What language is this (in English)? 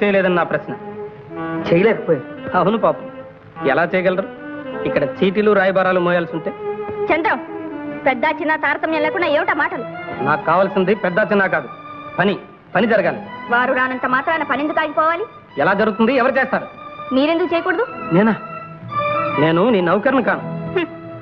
Telugu